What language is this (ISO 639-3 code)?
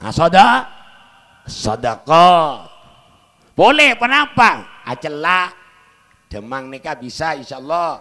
mad